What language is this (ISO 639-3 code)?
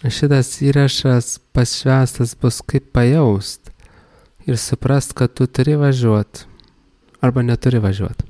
lit